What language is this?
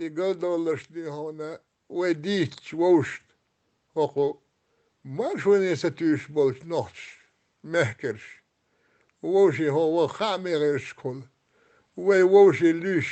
Chechen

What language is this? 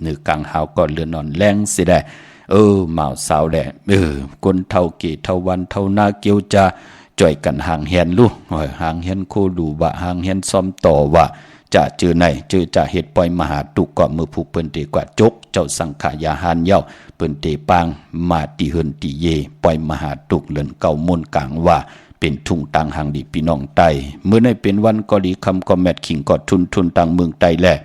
Shan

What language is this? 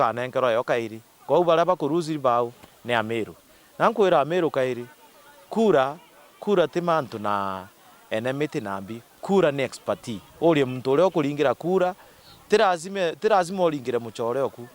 Meru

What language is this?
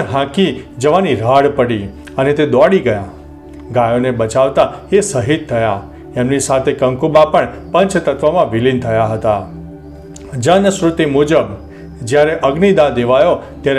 Gujarati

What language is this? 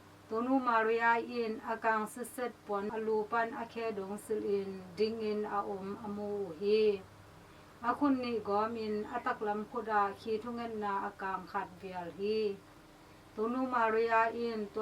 Tedim Chin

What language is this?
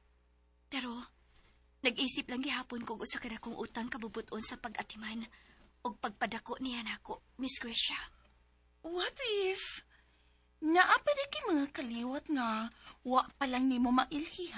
Cebuano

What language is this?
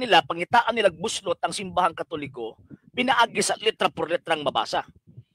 Cebuano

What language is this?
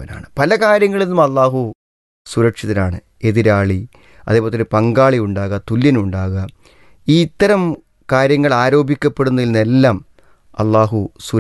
Malayalam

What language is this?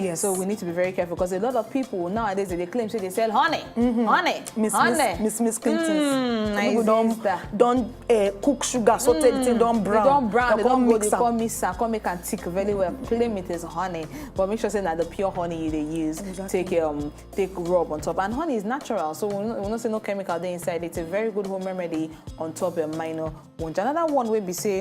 Nigerian Pidgin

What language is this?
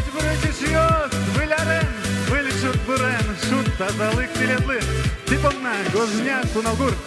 Udmurt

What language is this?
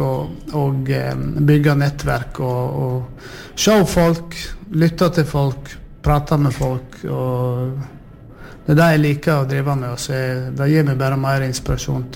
Norwegian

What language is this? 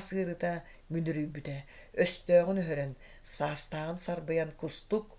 Yakut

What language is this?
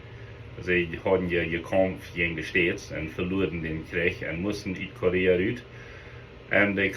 Plautdietsch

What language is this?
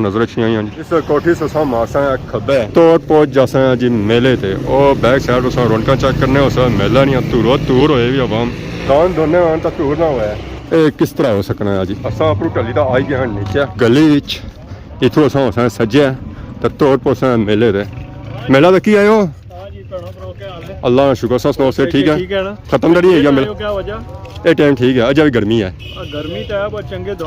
Pahari-Potwari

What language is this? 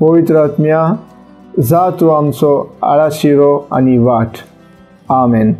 Konkani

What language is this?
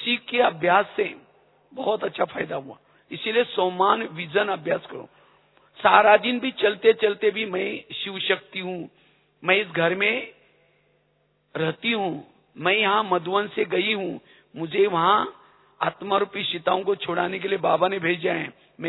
Hindi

